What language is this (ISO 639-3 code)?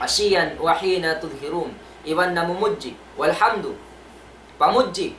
tsg